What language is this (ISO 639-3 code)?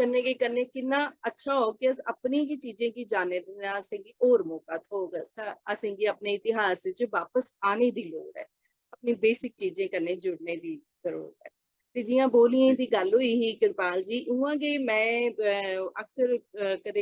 doi